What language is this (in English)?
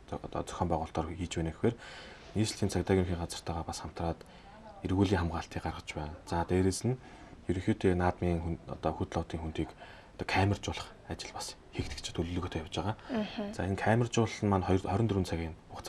Mongolian